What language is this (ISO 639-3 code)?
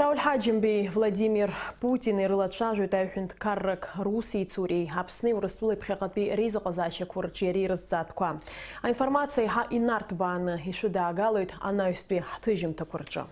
abk